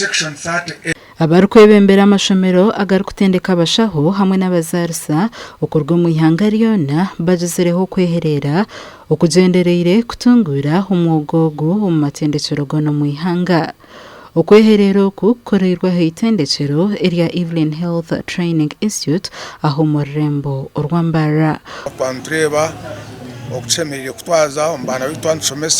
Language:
Nyankole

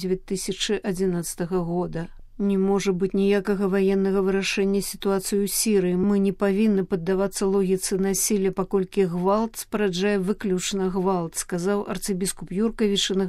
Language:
Belarusian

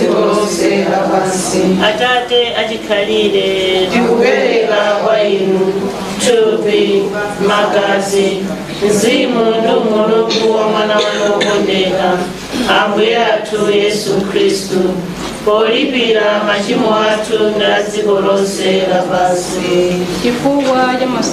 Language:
Nyanja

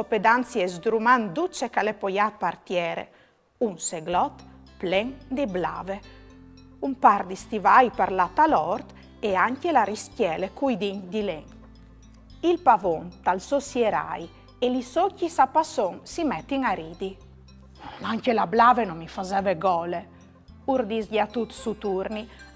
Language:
Friulian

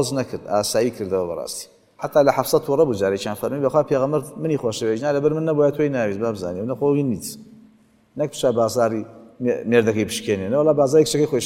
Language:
Central Kurdish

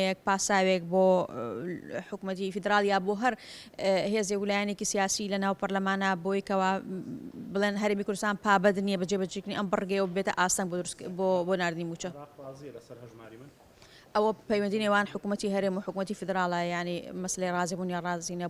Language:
Central Kurdish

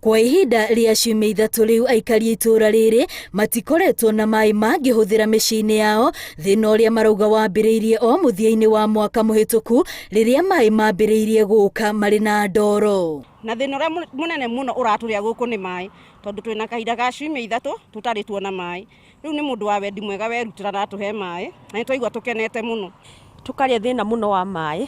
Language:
Kikuyu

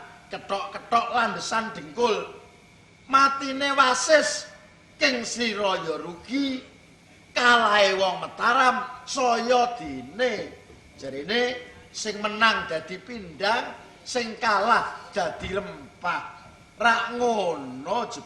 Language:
Javanese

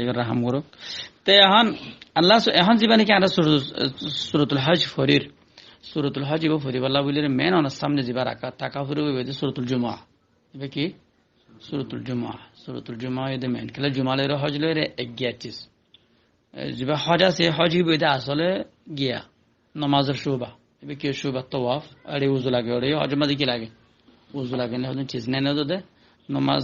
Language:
Rohingya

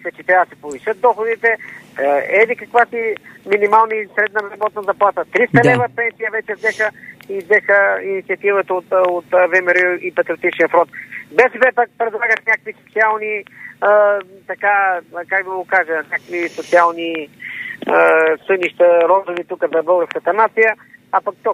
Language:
Bulgarian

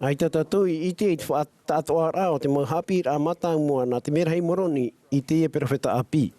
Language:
Tahitian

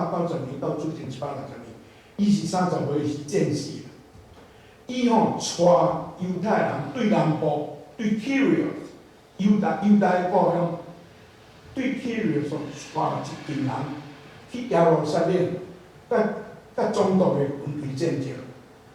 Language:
Min Nan Chinese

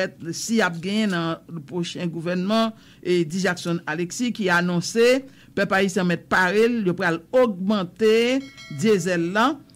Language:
Haitian Creole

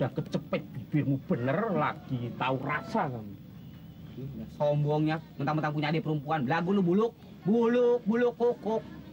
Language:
Betawi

